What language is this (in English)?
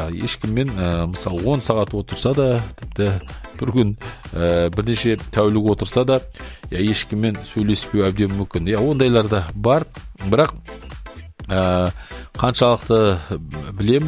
Kazakh